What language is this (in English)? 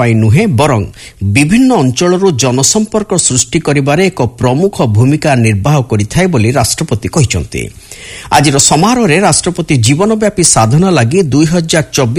Odia